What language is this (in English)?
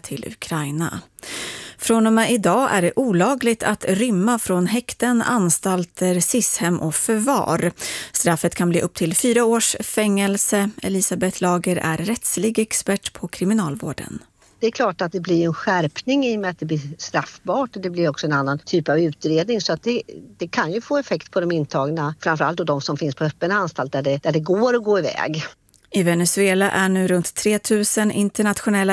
Swedish